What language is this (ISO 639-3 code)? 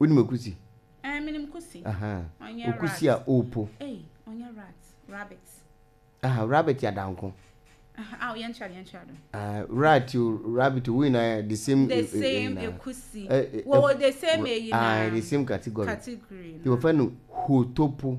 aka